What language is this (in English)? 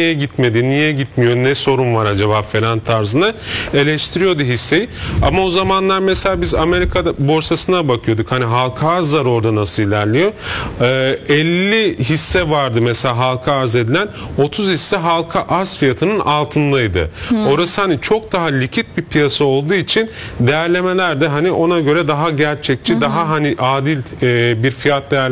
Turkish